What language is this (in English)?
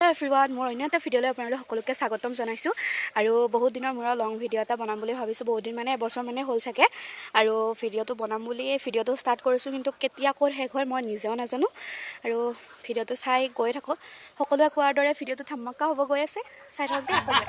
Assamese